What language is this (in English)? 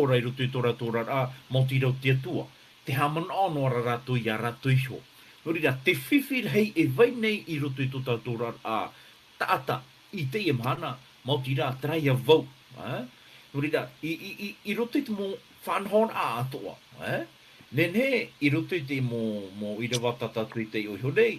Tahitian